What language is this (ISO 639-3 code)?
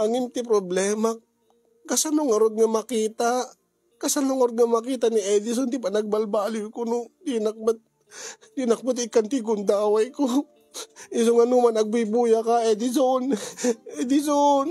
ilo